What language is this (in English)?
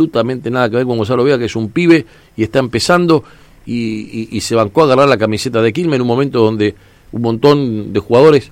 Spanish